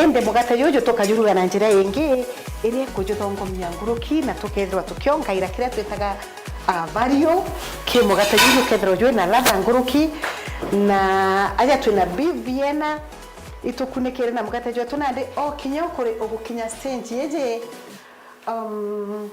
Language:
Meru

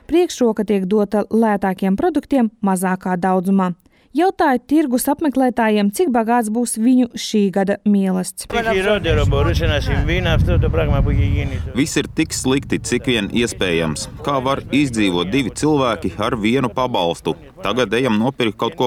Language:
Latvian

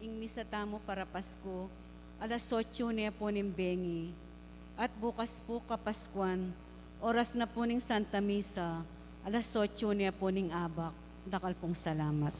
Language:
Pampanga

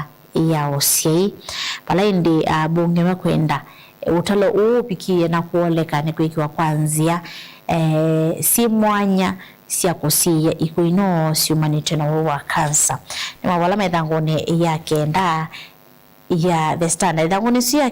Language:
Kamba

